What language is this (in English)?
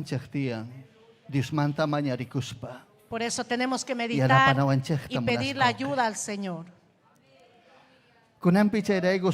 Ayacucho Quechua